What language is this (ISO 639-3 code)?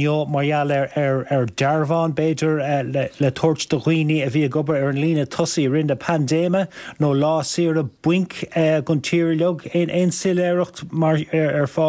gle